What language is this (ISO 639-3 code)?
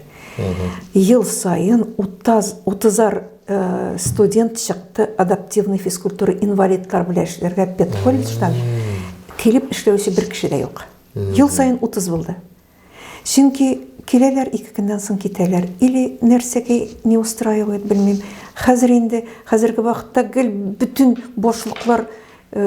tat